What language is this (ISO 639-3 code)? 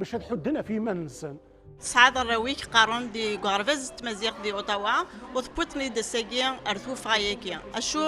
kab